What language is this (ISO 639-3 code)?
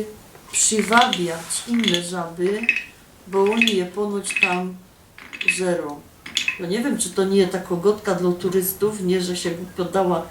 szl